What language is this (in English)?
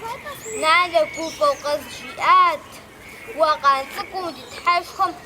Kabardian